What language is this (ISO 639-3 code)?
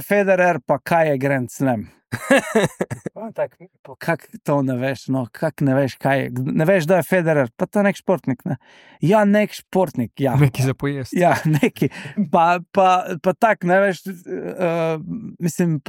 slv